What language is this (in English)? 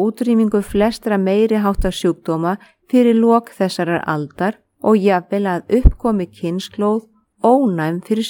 Icelandic